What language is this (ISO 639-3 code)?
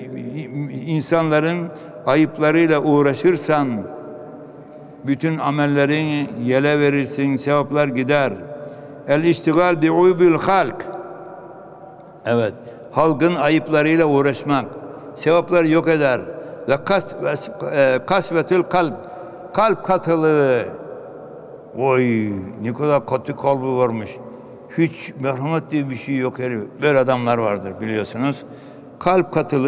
tur